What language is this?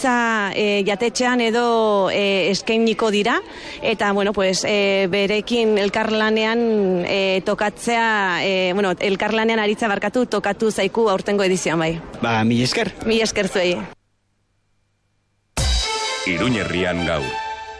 Basque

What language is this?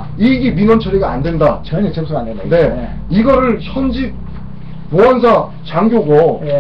Korean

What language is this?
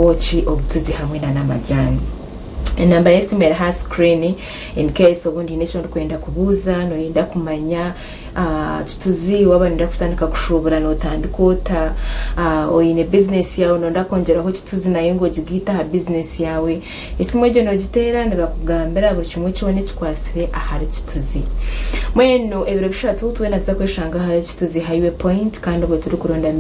Nyankole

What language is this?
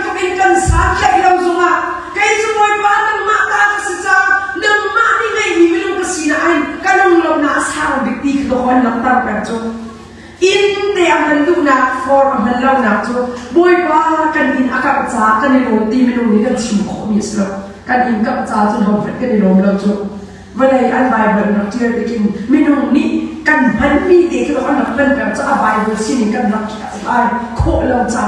Hakha Chin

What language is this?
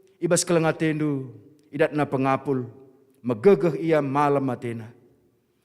Batak Karo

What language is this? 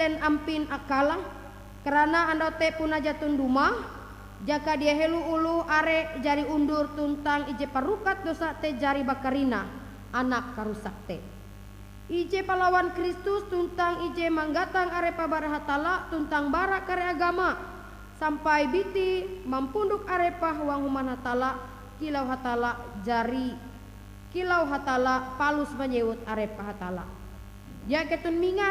Ngaju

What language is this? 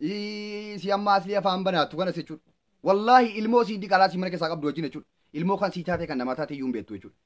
Oromo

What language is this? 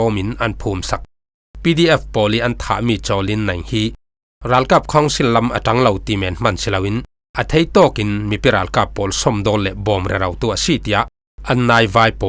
Falam Chin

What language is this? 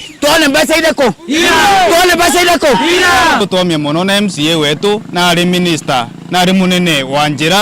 Meru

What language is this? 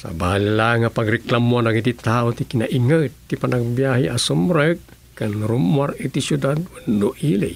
Iloko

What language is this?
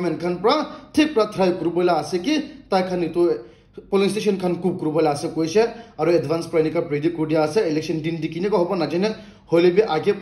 Naga Pidgin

